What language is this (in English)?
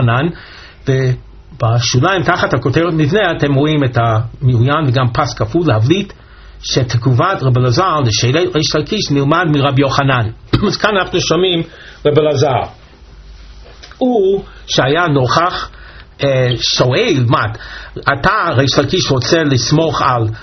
Hebrew